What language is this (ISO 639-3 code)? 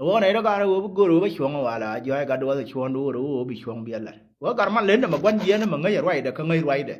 nus